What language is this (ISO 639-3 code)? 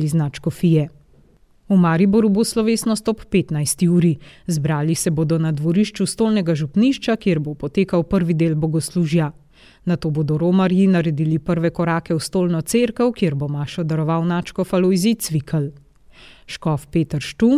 slv